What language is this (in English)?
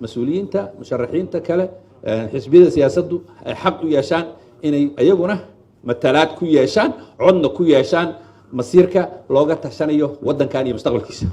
Somali